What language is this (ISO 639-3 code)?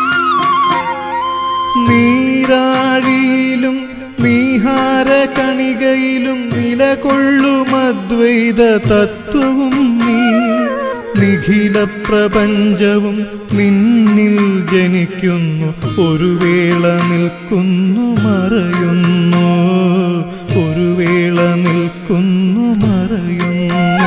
mal